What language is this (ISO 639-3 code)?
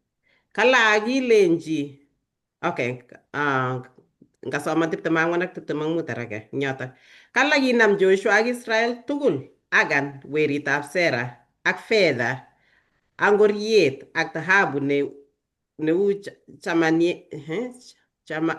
kln